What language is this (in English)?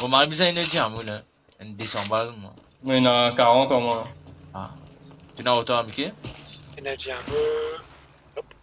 Morisyen